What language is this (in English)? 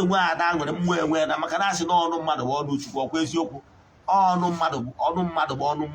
Igbo